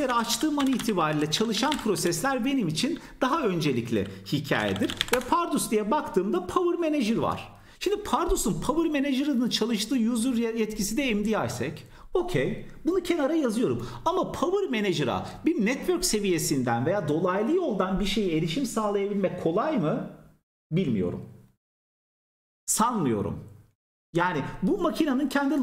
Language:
Turkish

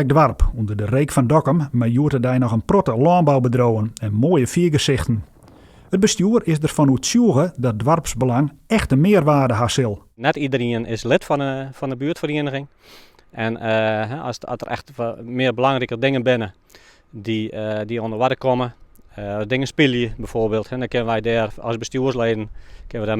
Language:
Western Frisian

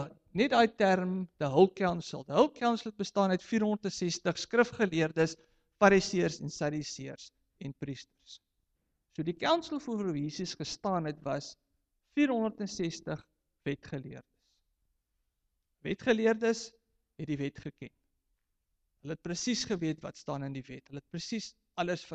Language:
Afrikaans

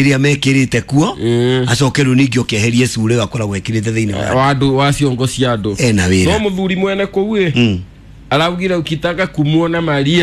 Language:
Kikuyu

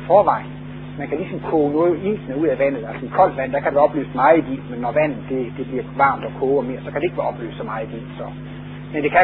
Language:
Danish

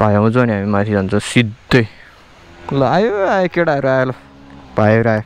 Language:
Nepali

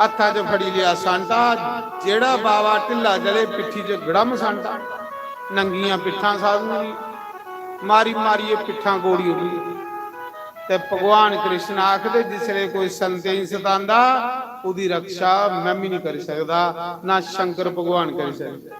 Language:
Dogri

